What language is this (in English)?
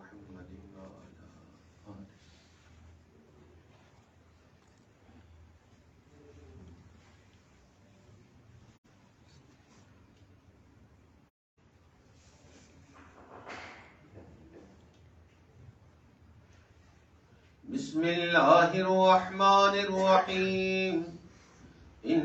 Urdu